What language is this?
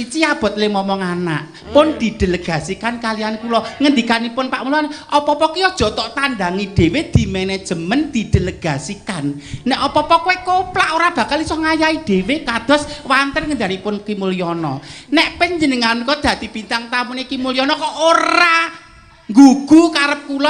Javanese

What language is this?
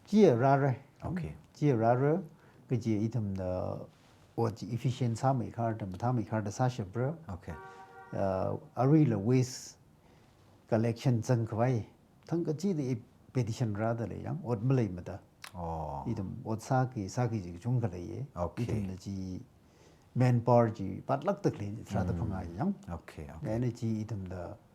Tangkhul Naga (India)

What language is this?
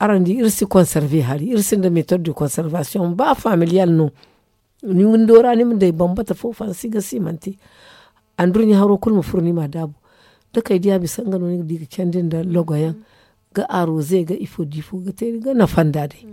Zarma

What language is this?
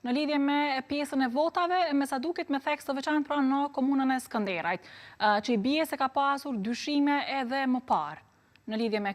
Albanian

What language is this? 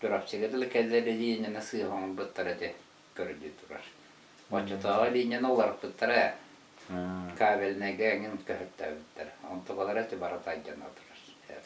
Yakut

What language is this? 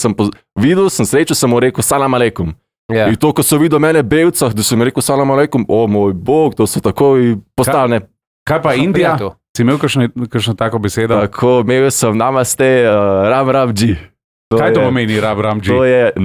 Slovenian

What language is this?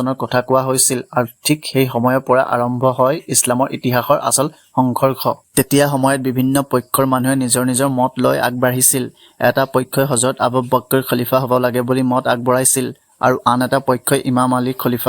Assamese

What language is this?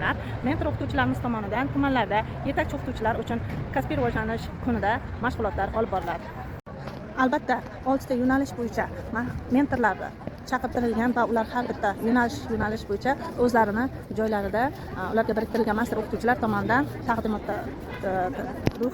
Uzbek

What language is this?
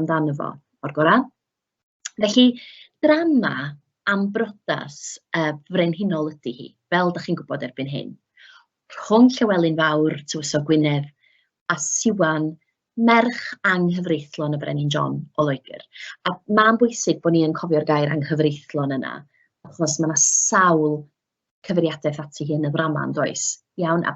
Welsh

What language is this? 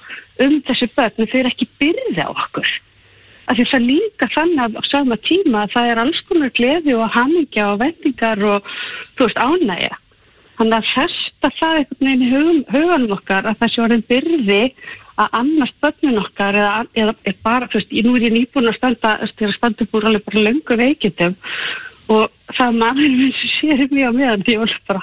Icelandic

